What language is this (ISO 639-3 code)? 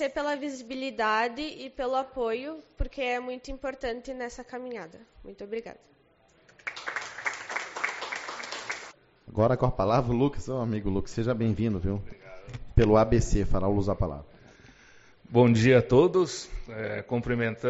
por